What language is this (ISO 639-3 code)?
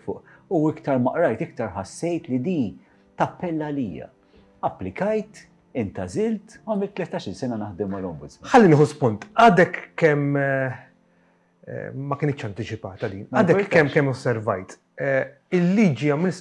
mlt